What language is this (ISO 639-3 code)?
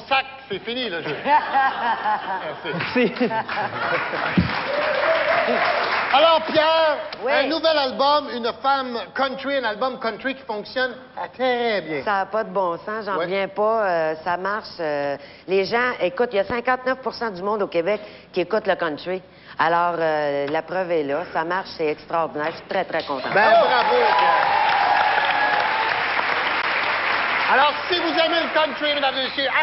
fra